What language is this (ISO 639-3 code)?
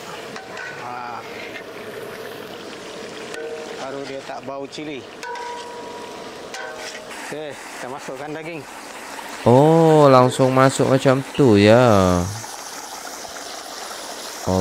msa